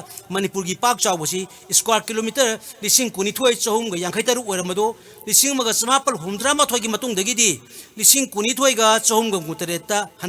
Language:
Manipuri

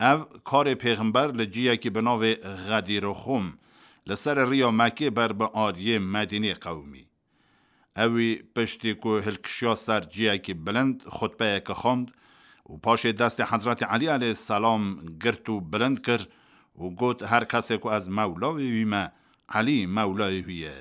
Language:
Kurdish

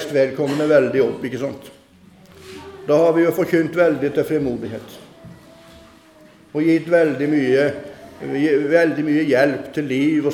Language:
Norwegian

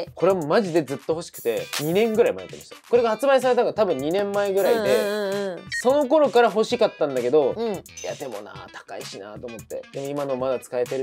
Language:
Japanese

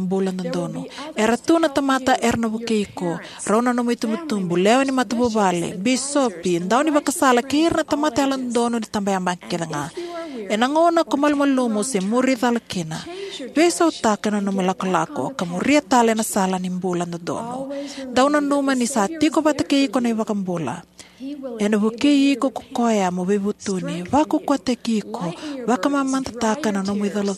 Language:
Fijian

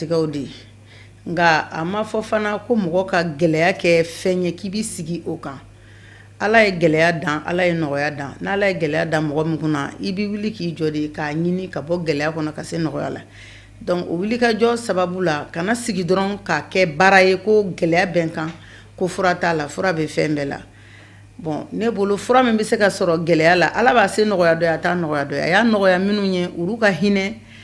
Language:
Bambara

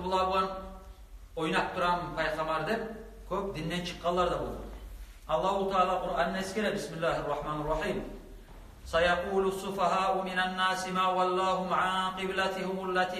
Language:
Kumyk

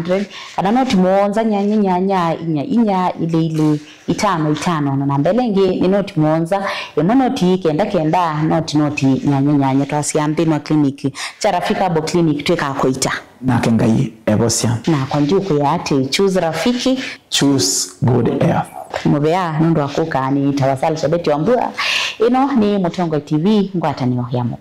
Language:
Kamba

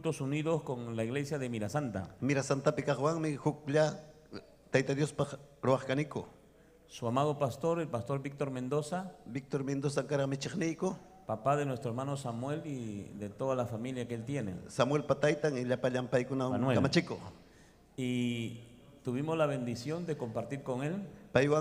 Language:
Ayacucho Quechua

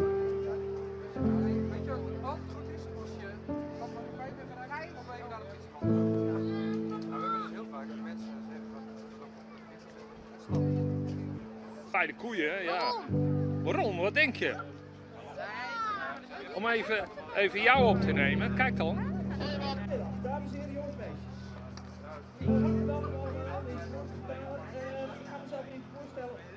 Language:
Dutch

